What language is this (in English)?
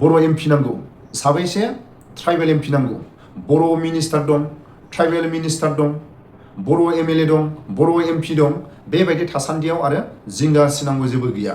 Bodo